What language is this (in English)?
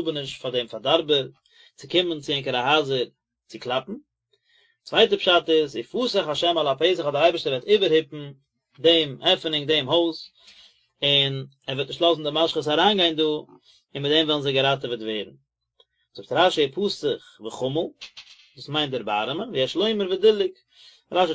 Yiddish